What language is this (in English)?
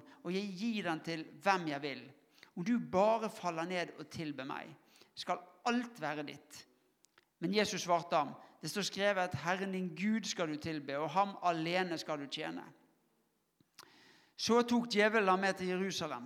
Norwegian